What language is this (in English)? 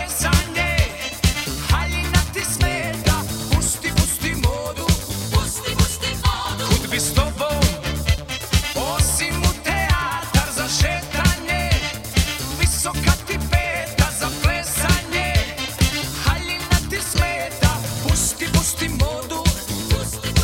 Croatian